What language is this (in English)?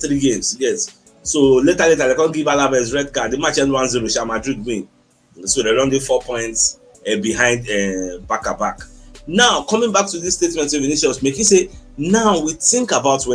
Nigerian Pidgin